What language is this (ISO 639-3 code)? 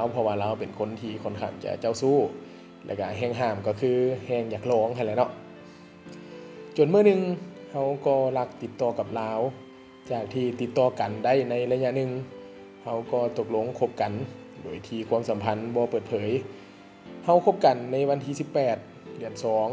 lao